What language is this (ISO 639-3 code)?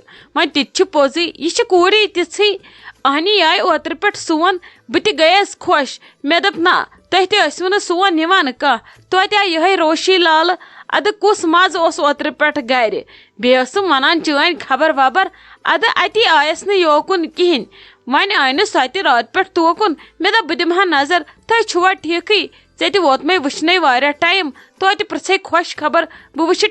kas